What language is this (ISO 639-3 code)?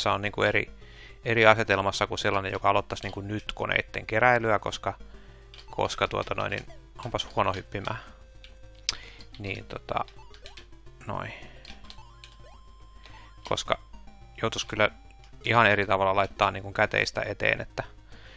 fin